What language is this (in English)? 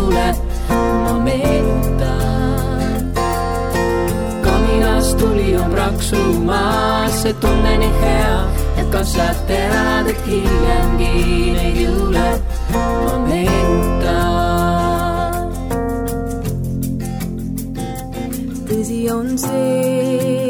Estonian